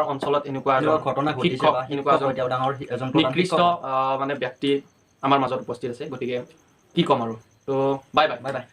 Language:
Assamese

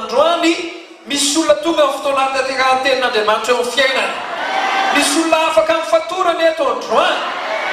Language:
Malagasy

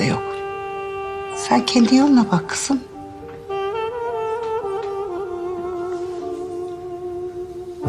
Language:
Turkish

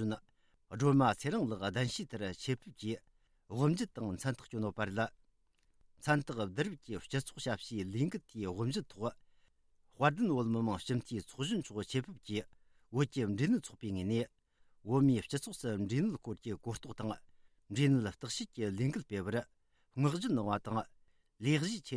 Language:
Tibetan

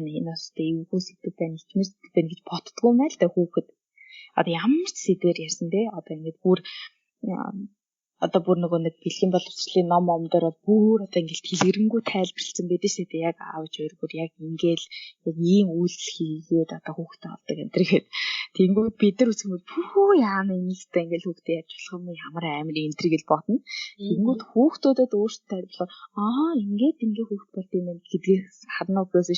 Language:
Mongolian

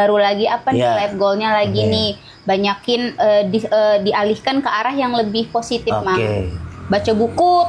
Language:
Banjar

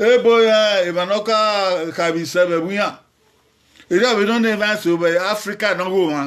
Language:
Bini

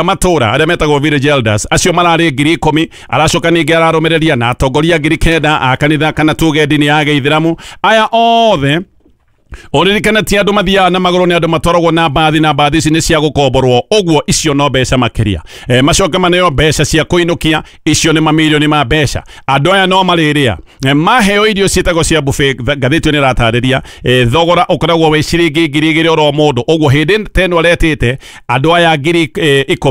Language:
Kikuyu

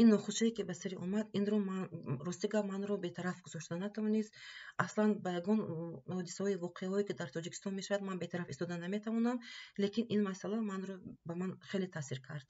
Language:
Tajik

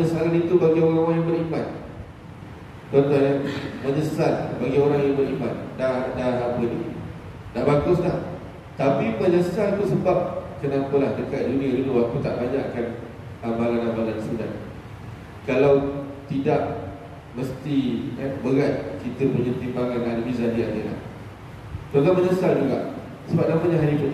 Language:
Malay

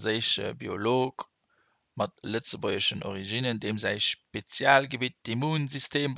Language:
Luxembourgish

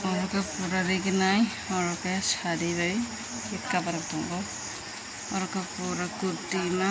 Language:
Kok Borok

